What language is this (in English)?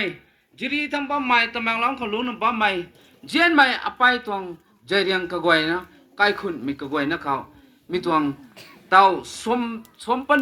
Rongmei Naga